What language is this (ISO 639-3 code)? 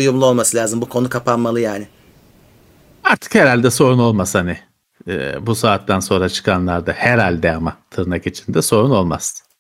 tur